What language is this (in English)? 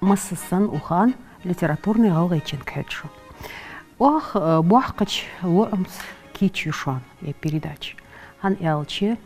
Ingush